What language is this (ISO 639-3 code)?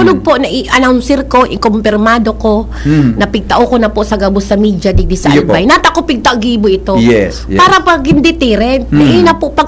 bik